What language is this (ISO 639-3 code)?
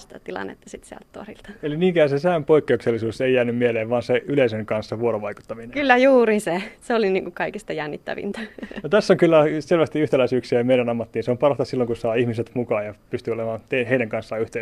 fin